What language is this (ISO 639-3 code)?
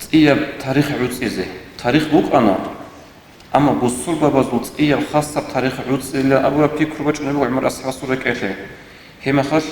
ava